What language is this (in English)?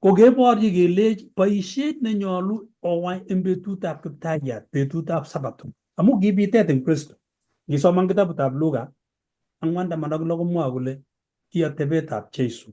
Kalenjin